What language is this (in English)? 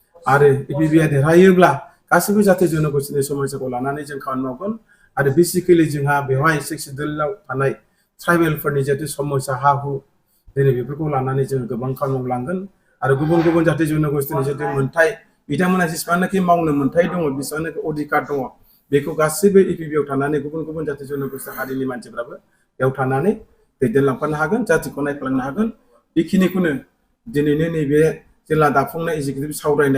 Bodo